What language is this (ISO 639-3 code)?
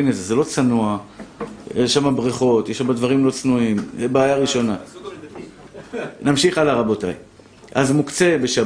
heb